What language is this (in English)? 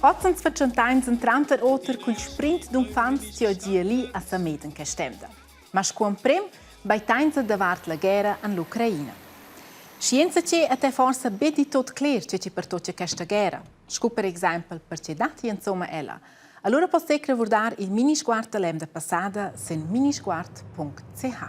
Romansh